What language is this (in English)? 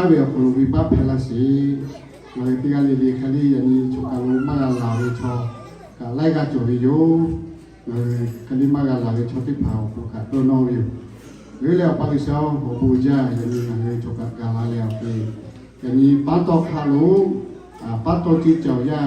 Lahu